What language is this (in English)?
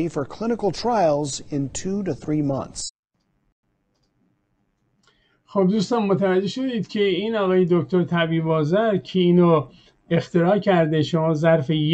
Persian